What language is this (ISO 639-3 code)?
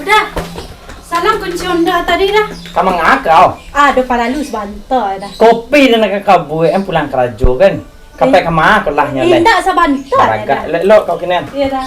min